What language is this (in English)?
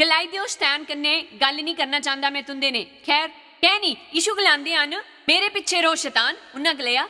Dogri